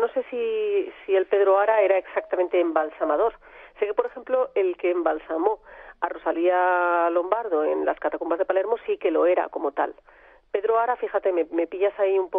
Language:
Spanish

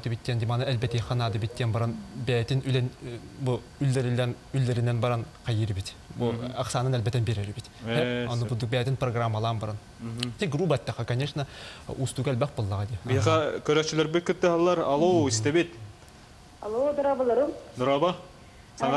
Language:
Yakut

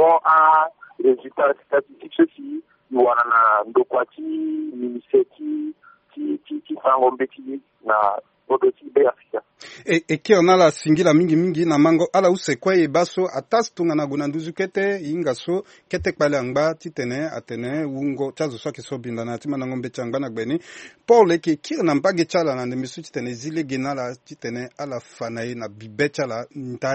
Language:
Sango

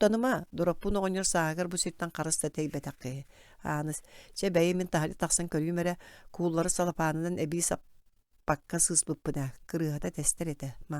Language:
Yakut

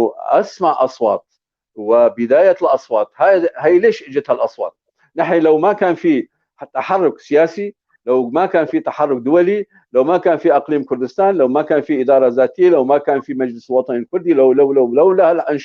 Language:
North Levantine Arabic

